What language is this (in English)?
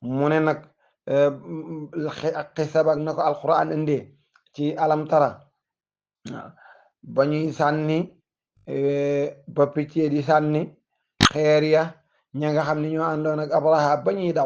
Wolof